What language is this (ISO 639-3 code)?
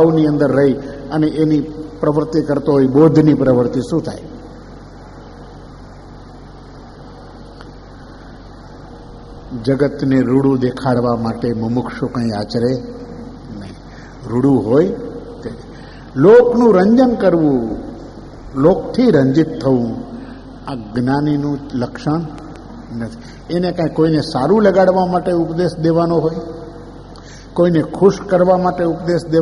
guj